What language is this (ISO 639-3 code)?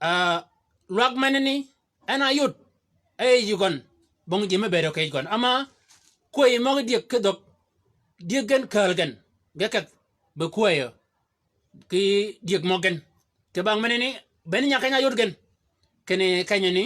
shk